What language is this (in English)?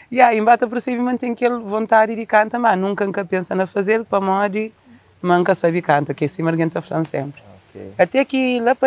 Kabuverdianu